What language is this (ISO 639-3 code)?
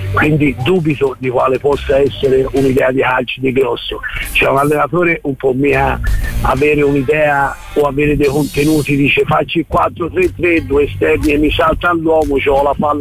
ita